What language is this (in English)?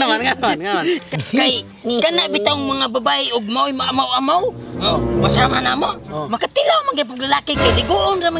Cebuano